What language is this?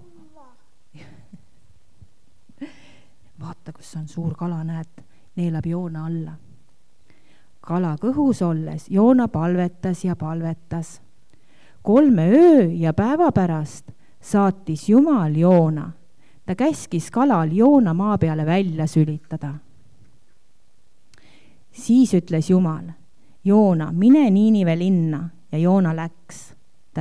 Estonian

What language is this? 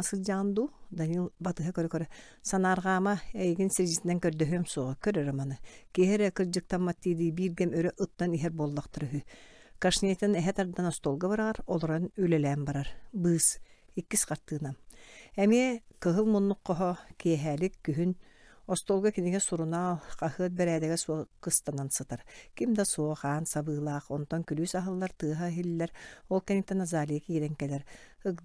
Yakut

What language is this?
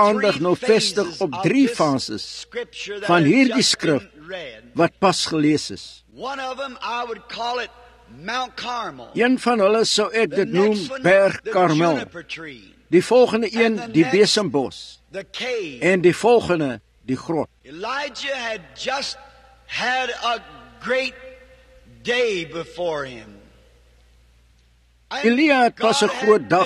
Afrikaans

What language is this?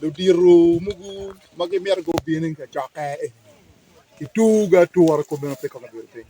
Acoli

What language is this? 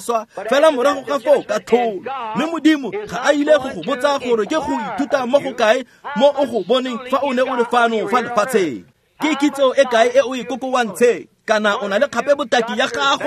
Tswana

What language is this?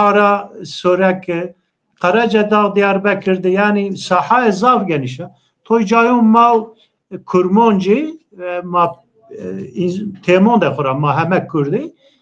Zaza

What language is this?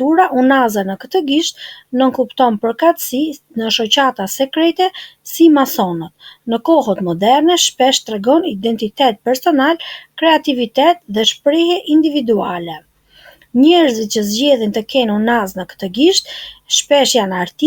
Albanian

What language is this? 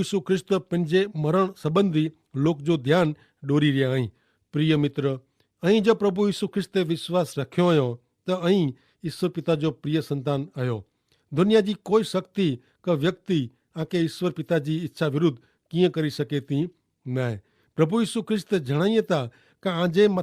Kachhi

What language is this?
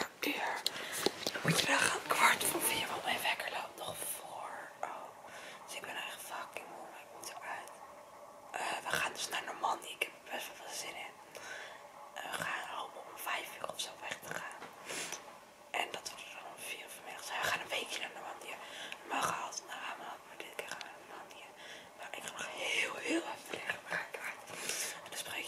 Dutch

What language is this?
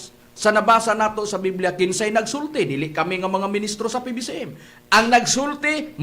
Cebuano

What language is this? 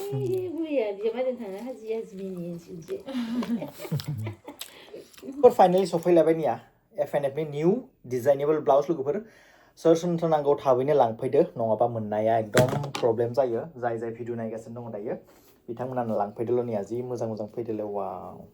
Bodo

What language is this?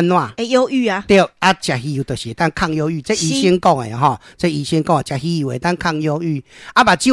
Min Nan Chinese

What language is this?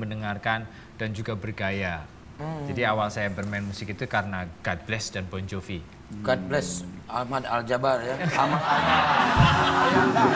Indonesian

